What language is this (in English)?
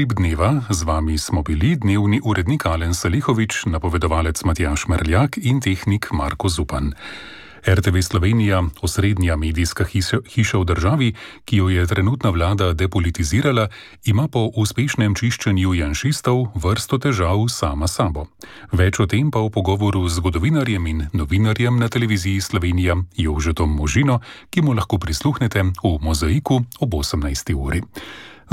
Slovenian